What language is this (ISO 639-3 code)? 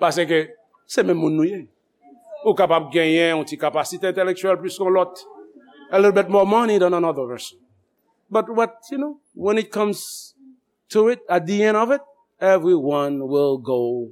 hat